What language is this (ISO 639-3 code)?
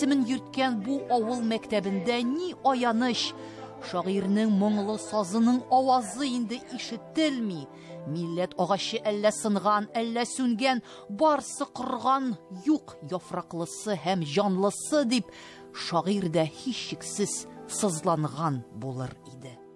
tat